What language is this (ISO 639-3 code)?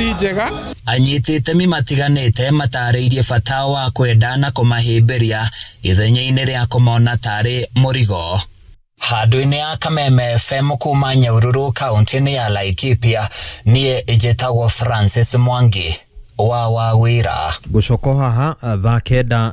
kik